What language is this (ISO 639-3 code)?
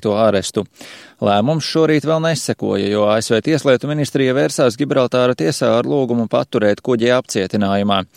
lav